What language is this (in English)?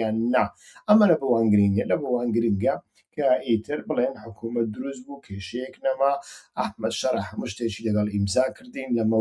Central Kurdish